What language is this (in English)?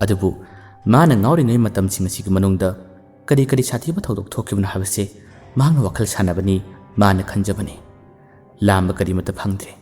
Manipuri